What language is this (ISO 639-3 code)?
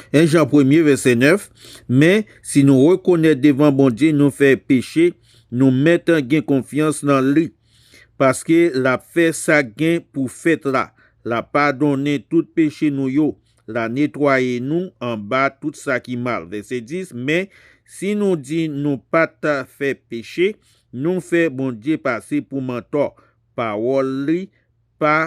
hat